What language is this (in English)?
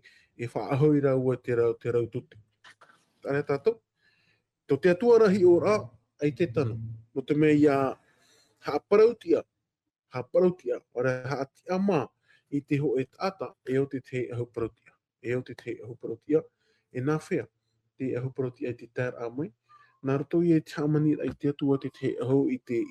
Tahitian